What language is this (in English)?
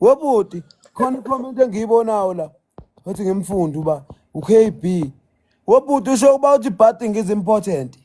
Zulu